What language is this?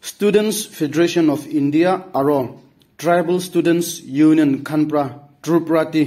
Naga Pidgin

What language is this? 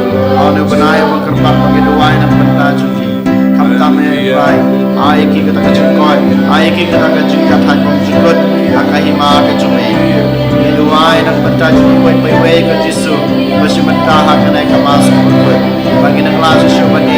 Khasi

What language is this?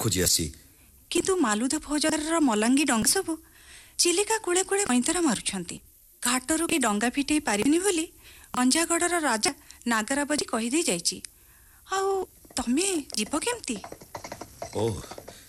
Odia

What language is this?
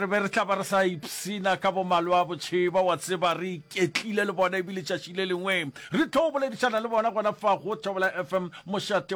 Northern Sotho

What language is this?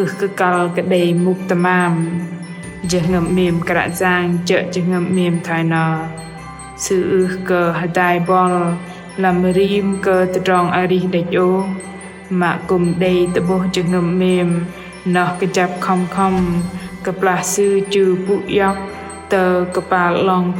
Bahnar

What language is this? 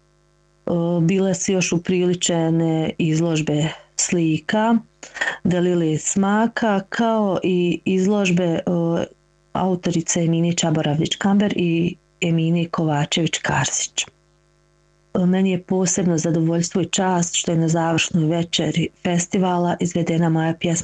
Bosnian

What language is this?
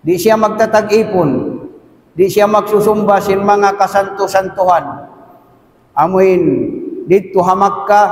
Tausug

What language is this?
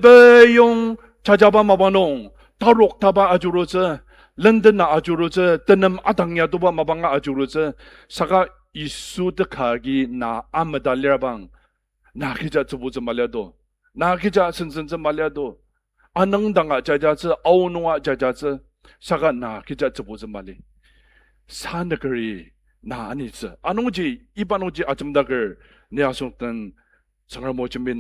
Ao Naga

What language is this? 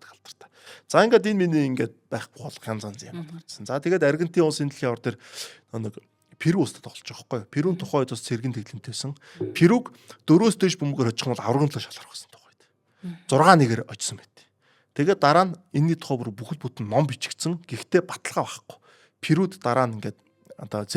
Mongolian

